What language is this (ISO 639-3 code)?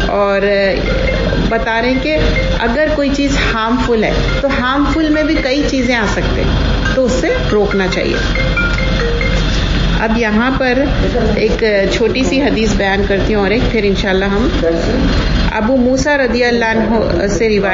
urd